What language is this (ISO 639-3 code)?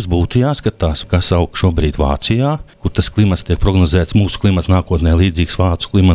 lav